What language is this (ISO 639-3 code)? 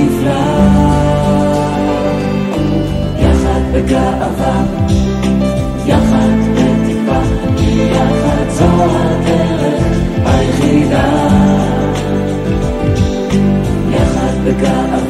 heb